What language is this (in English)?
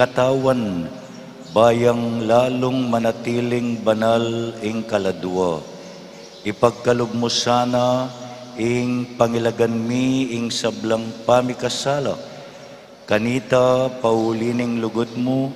Pampanga